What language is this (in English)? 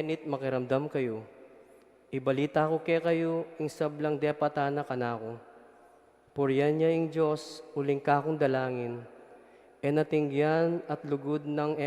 Pampanga